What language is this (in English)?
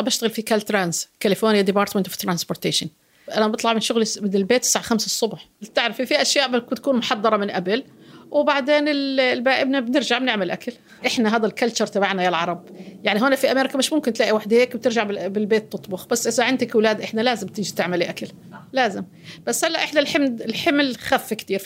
North Levantine Arabic